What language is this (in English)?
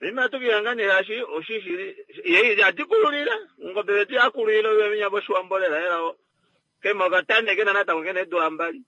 Kuanyama